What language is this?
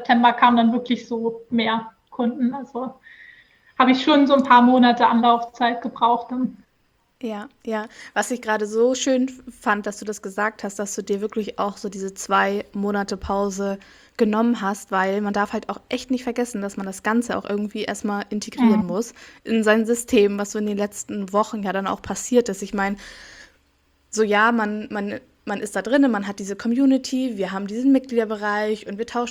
German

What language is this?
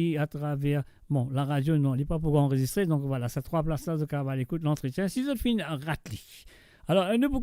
Morisyen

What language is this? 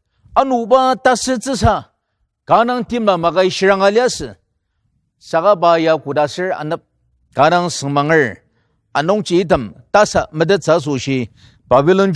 Ao Naga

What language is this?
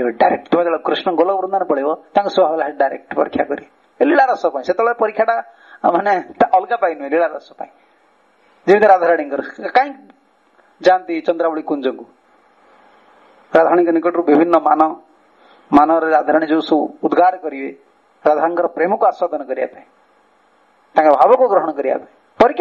Odia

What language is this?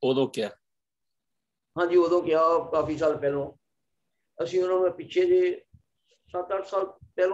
Punjabi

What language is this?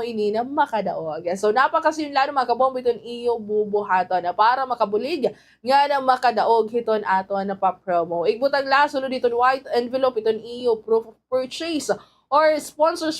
Waray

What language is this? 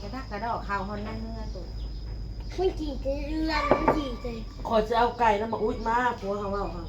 Northeastern Thai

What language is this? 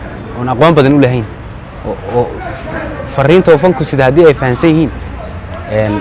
Somali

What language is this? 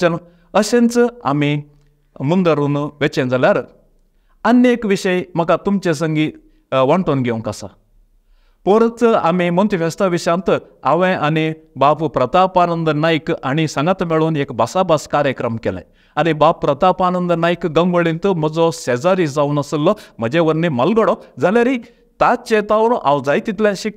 Konkani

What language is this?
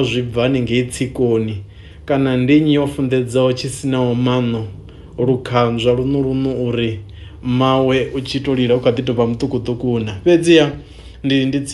Venda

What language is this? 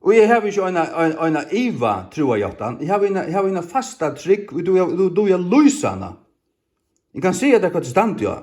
Faroese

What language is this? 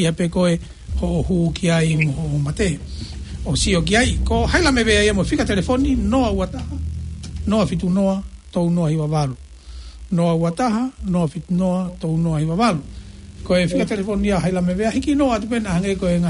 Tongan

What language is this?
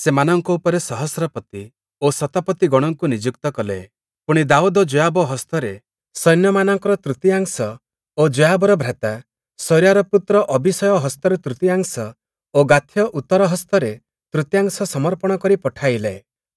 Odia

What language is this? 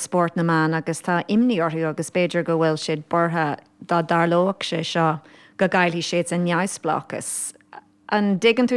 Irish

